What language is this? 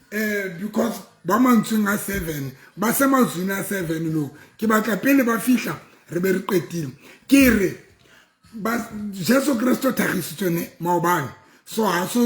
Southern Sotho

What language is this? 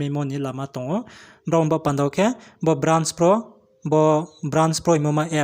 Riang (India)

